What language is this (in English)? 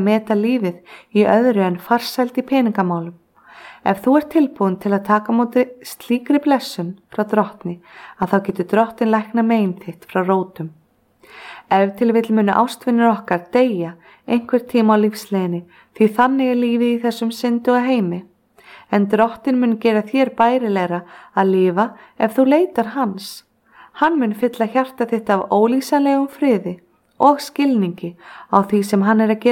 Icelandic